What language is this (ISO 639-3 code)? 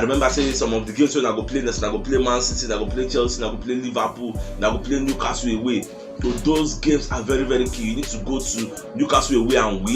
pcm